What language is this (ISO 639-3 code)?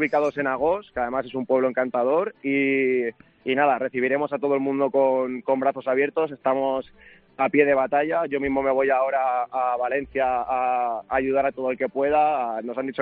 spa